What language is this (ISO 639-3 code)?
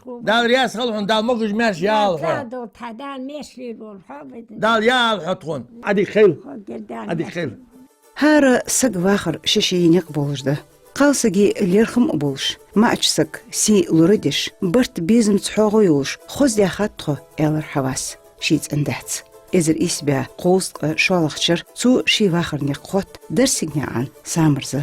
inh